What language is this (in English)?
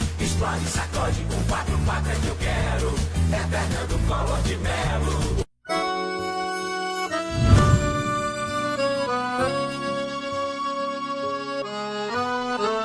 Portuguese